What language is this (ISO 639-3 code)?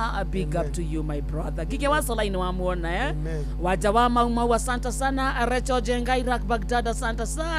kik